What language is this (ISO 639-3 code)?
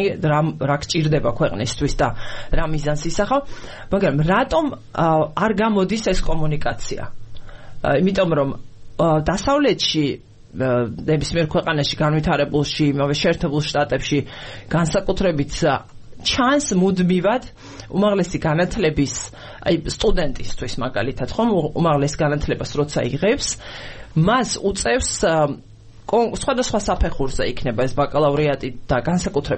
kat